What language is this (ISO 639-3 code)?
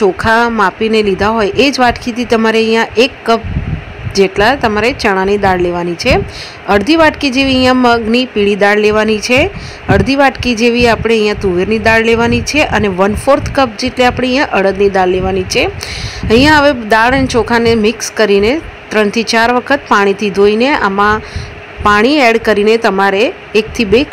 guj